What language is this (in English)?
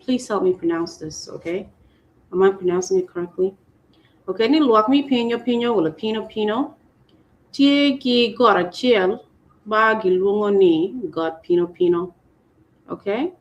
Acoli